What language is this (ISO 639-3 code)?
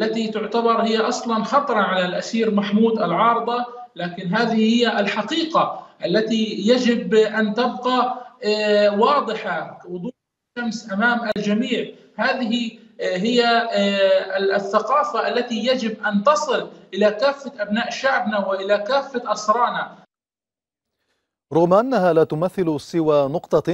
ara